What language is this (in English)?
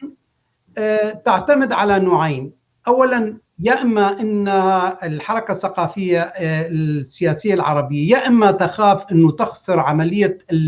North Levantine Arabic